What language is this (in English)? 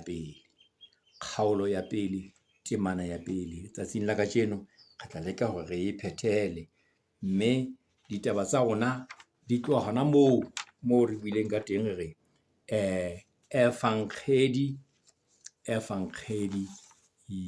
Southern Sotho